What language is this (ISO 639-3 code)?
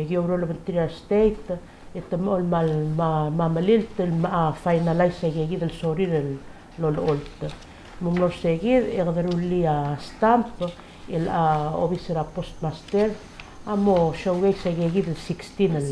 pau